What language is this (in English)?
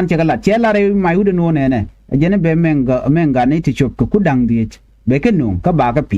Nuer